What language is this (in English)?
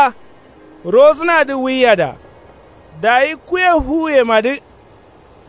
Kanuri